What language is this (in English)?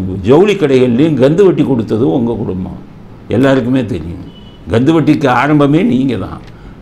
Tamil